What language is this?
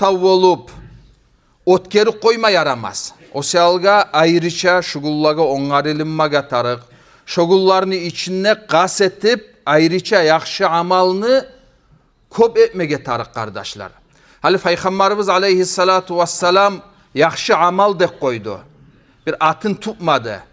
Kumyk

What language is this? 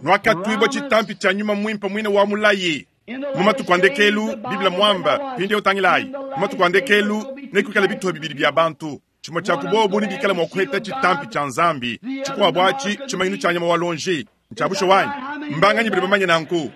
Luba-Lulua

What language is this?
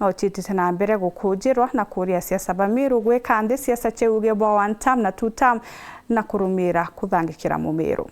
Meru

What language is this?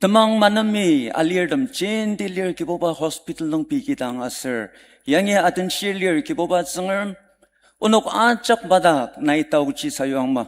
Ao Naga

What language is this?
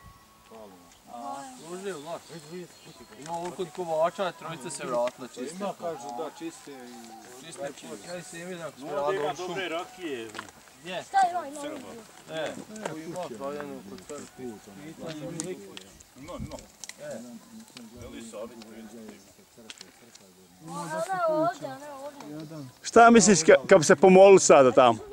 Bosnian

